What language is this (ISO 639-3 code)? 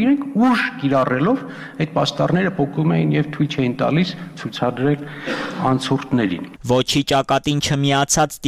hye